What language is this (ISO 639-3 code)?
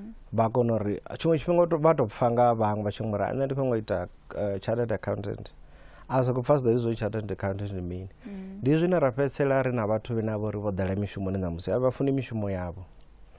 ven